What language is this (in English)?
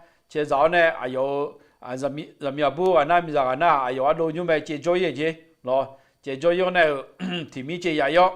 Akha